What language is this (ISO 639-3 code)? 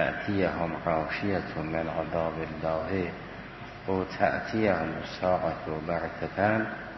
fas